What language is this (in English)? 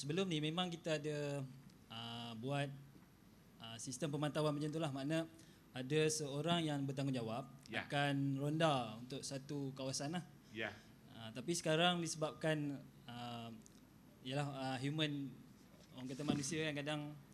Malay